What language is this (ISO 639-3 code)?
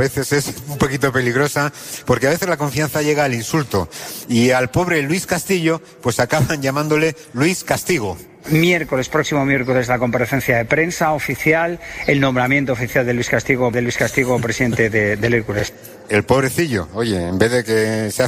spa